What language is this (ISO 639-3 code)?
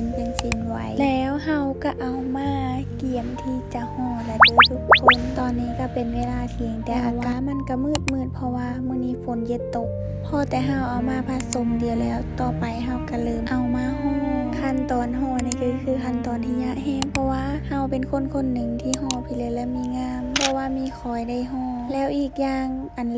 lao